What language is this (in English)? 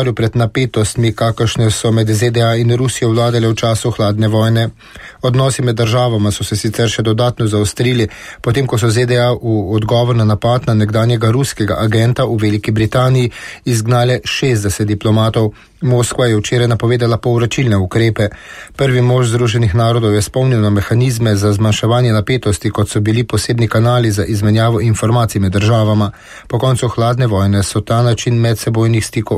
Slovenian